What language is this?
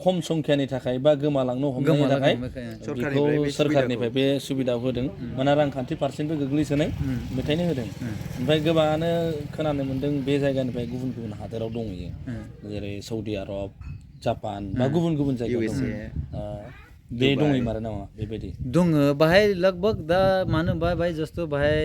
Bodo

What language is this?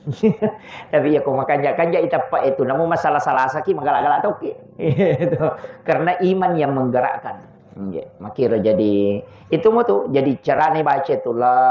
Buginese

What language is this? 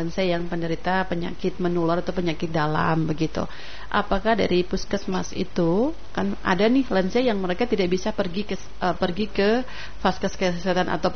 Indonesian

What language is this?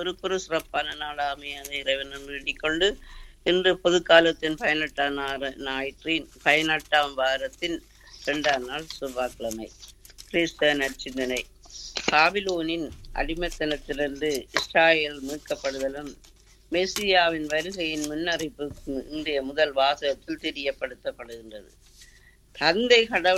Tamil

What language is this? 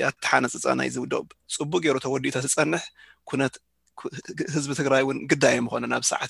Tigrinya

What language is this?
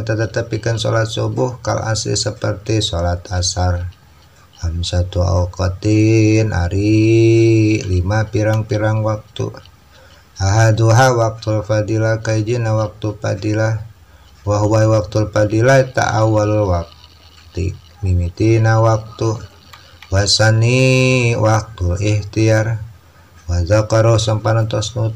Sundanese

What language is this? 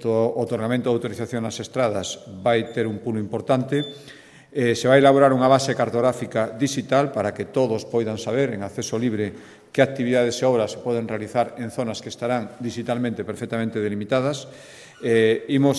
Galician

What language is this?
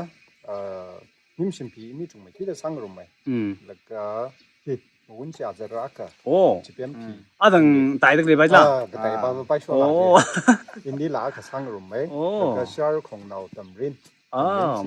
Tangkhul Naga (India)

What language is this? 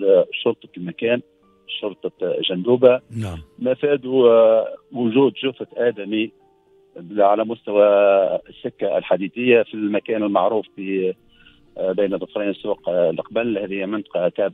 Tunisian Arabic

